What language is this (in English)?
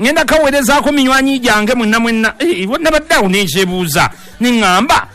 Ganda